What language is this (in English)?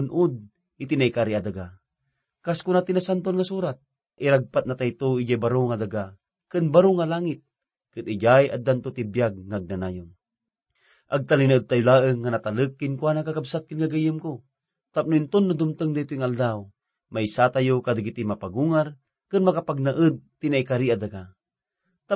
Iloko